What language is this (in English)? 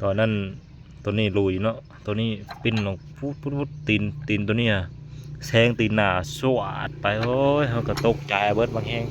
Lao